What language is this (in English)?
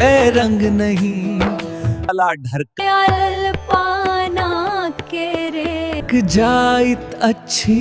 Maithili